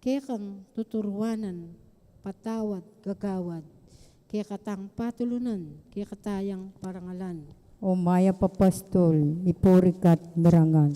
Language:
Pampanga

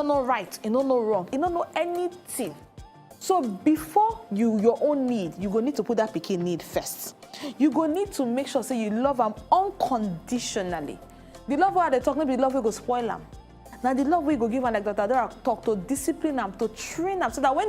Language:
Nigerian Pidgin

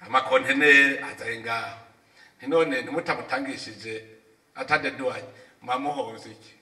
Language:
Rundi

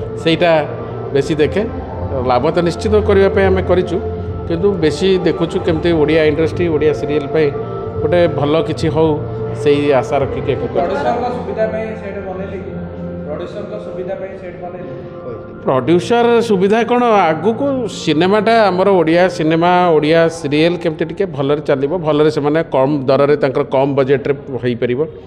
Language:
Odia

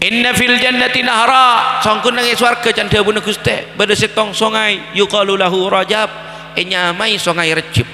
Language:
Madurese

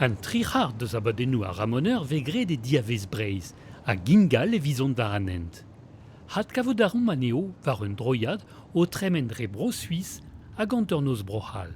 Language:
Breton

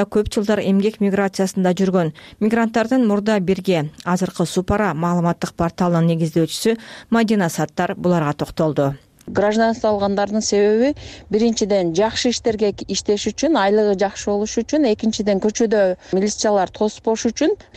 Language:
Kyrgyz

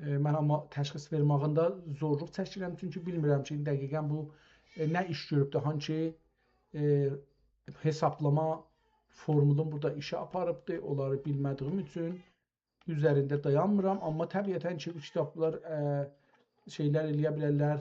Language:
South Azerbaijani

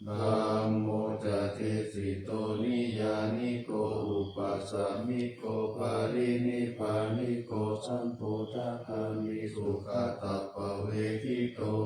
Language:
Pali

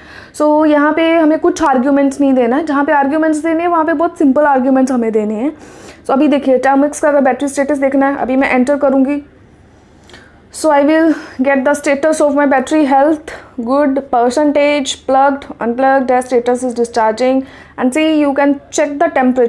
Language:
Hindi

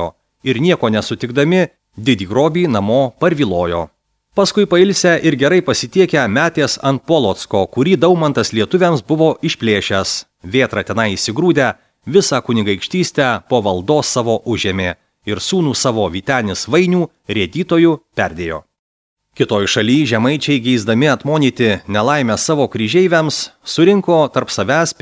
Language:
Lithuanian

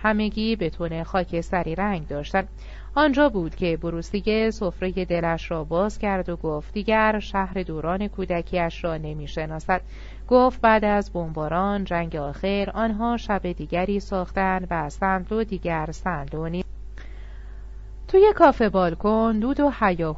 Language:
Persian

